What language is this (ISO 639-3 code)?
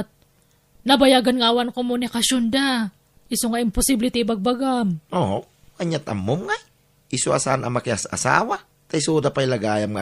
ilo